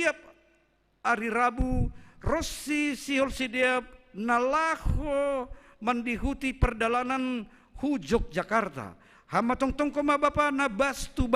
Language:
Batak Simalungun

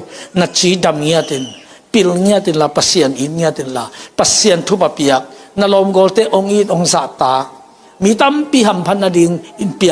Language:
Tedim Chin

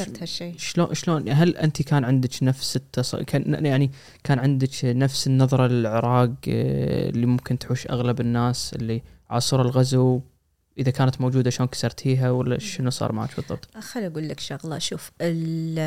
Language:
Gulf Arabic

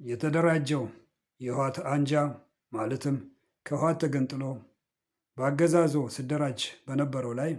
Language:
Amharic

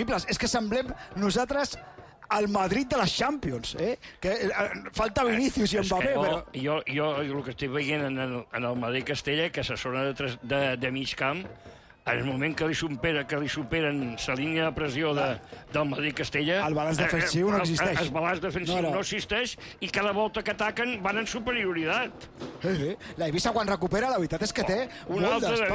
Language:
Catalan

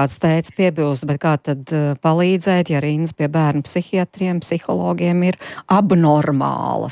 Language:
Latvian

